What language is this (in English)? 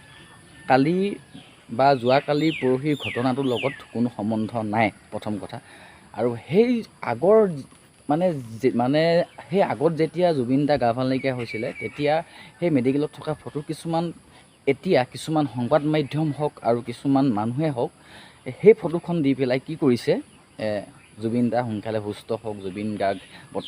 Assamese